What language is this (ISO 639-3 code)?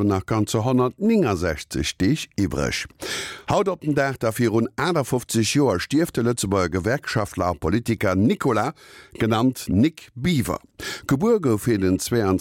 ltz